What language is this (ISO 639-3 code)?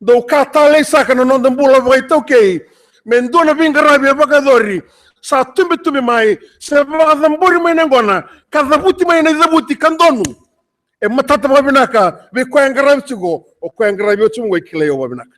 fij